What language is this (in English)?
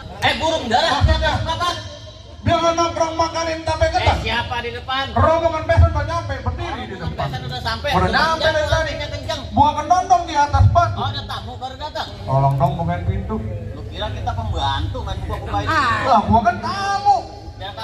Betawi